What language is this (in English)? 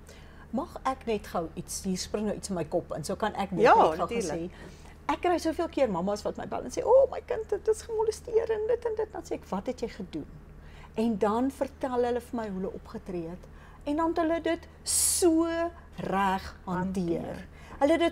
Afrikaans